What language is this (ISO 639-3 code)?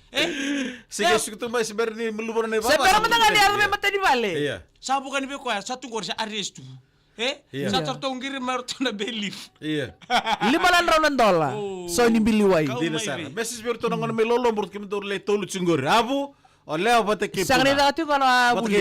fij